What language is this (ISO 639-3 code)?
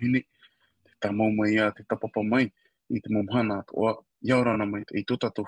tah